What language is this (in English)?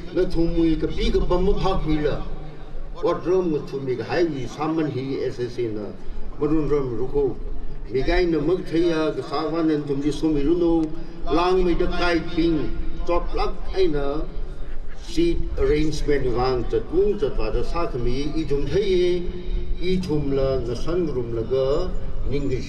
Tangkhul Naga (India)